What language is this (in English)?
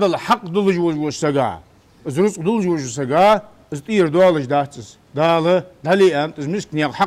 Ingush